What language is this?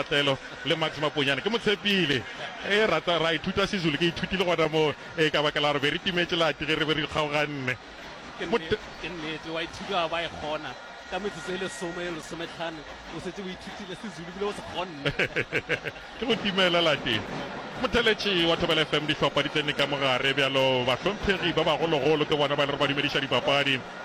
Northern Sotho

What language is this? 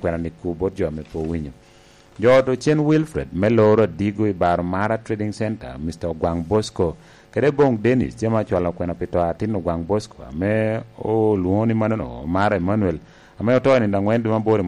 Lango (Uganda)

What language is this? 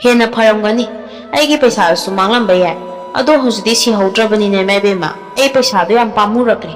Manipuri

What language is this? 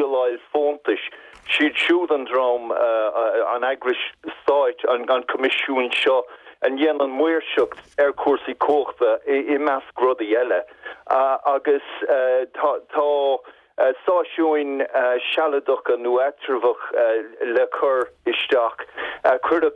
Irish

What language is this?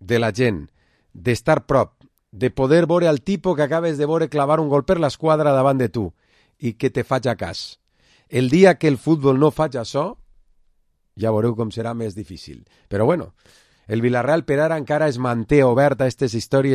Catalan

